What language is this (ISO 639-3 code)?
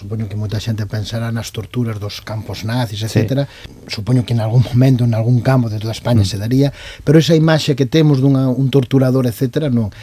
glg